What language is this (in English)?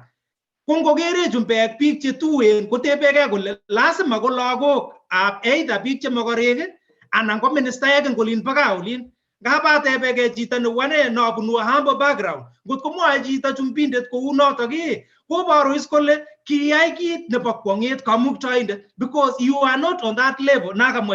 Kalenjin